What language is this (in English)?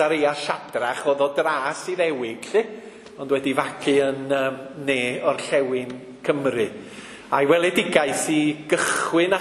Welsh